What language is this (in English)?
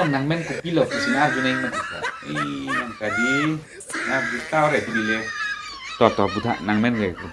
Karbi